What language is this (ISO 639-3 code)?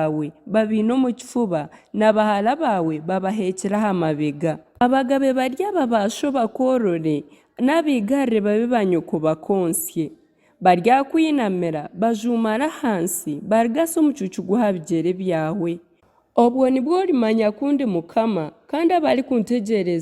nyn